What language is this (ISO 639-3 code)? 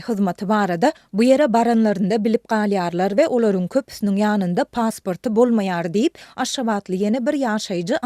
tuk